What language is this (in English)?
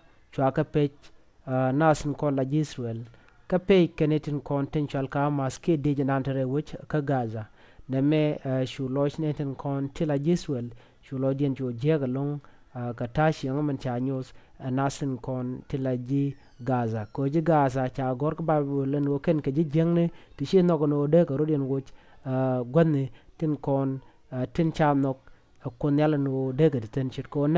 Nuer